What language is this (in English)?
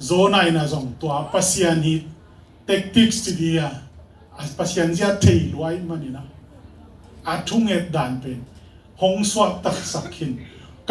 Tedim Chin